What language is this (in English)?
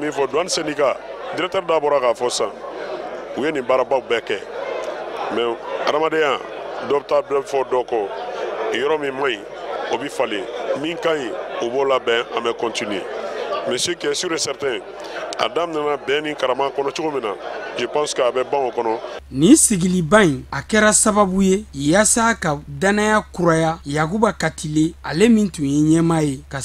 Bambara